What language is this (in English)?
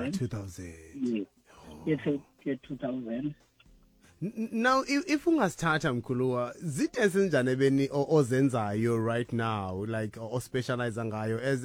Xhosa